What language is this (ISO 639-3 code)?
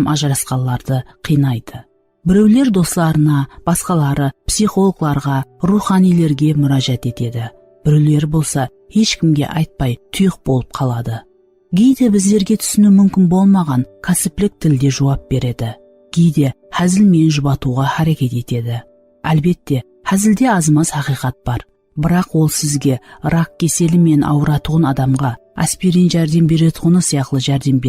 kaa